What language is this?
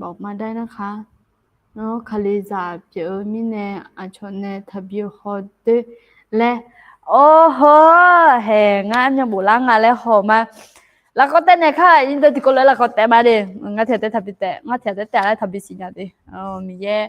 Akha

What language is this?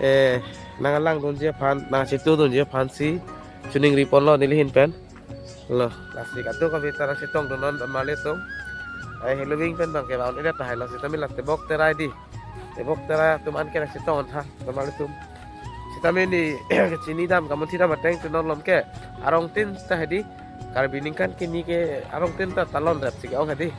Karbi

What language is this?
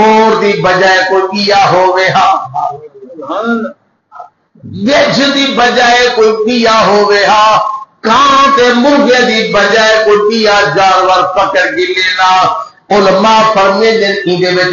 Saraiki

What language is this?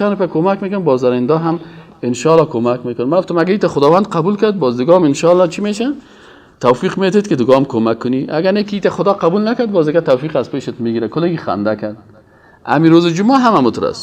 Persian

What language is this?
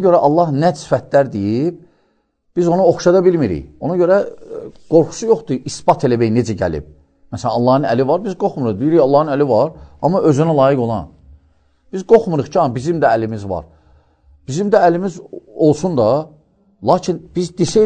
Azerbaijani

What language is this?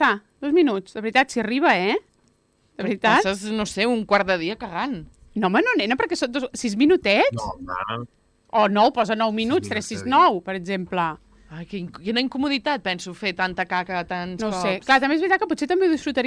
Catalan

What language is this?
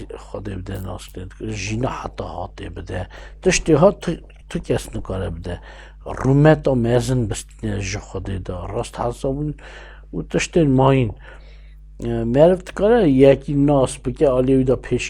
Kurdish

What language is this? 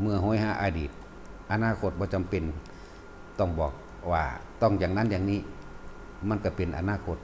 Northeastern Thai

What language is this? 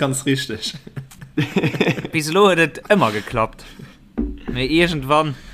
Luxembourgish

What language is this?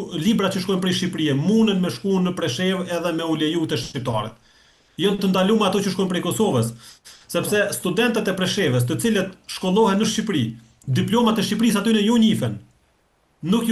Albanian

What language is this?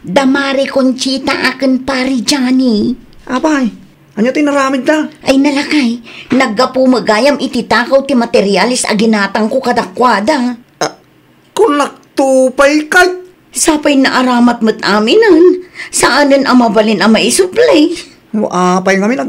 Iloko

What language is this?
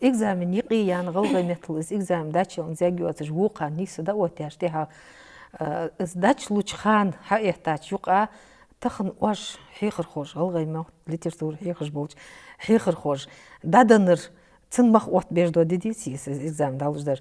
Ingush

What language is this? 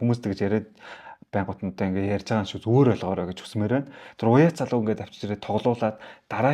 Mongolian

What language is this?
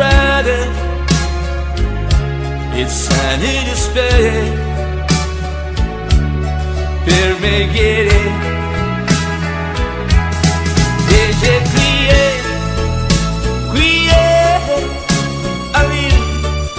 English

